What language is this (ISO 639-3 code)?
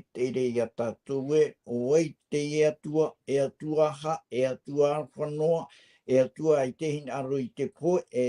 tah